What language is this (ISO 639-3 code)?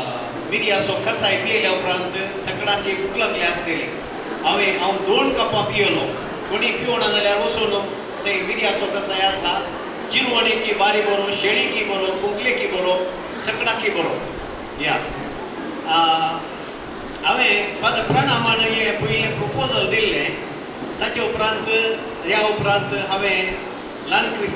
kok